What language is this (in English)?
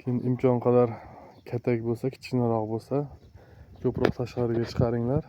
Uzbek